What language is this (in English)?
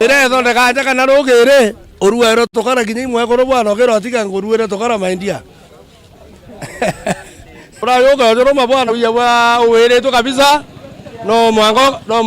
Meru